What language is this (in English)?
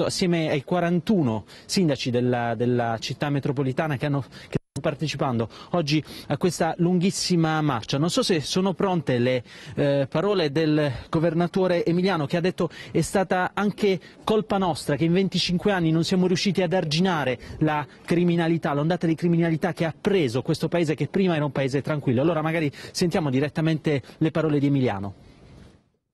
Italian